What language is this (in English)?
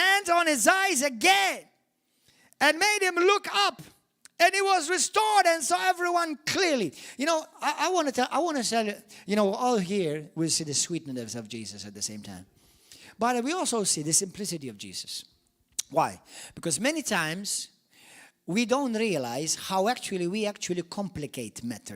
English